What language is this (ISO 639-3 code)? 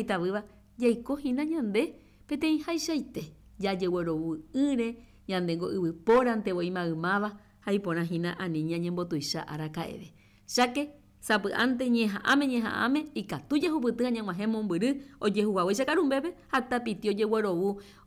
grn